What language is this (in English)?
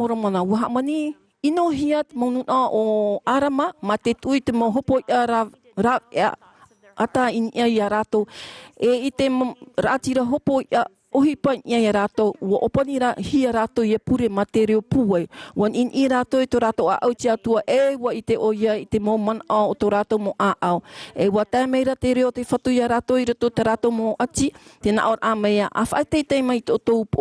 Tahitian